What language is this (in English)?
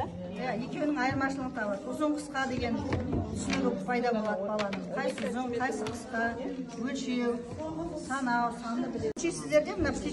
Kazakh